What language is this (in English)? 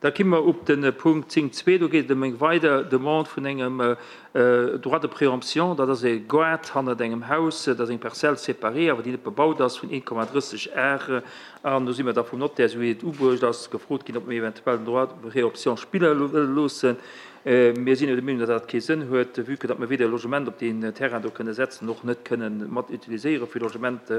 Luxembourgish